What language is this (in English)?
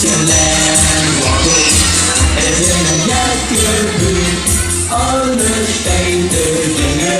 Limburgish